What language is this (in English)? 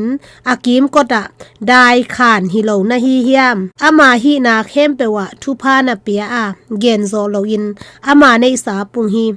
Tedim Chin